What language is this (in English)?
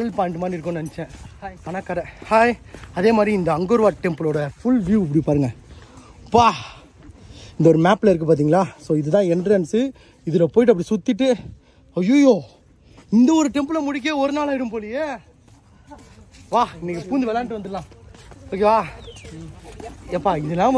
Tamil